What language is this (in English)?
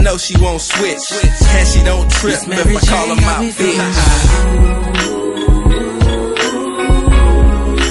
English